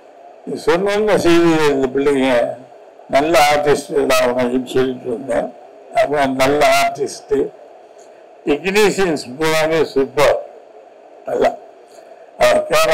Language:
Tamil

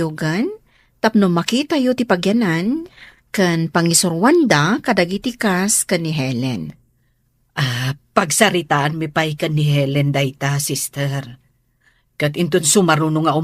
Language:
Iloko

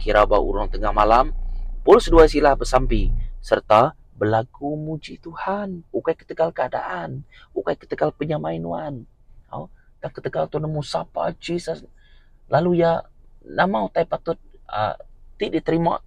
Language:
Iban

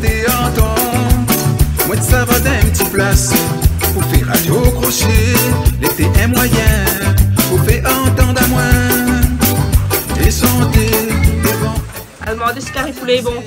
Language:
Réunion Creole French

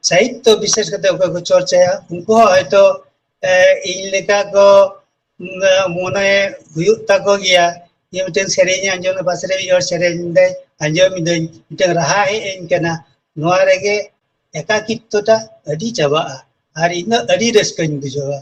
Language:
Santali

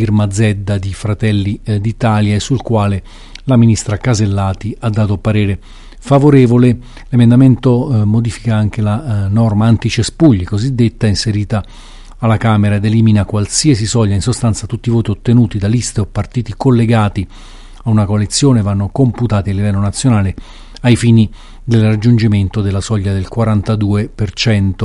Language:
Italian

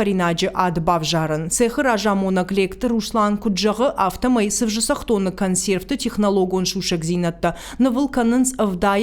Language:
Ossetic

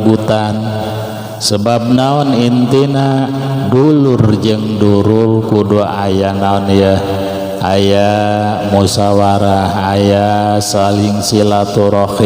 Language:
Sundanese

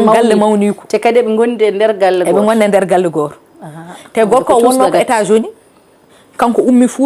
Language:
Fula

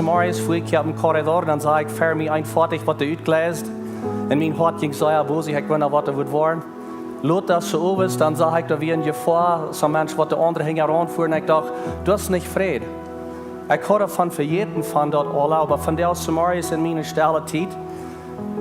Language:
Plautdietsch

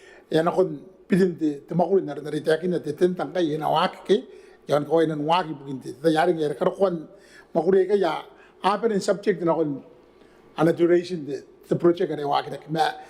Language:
Gilbertese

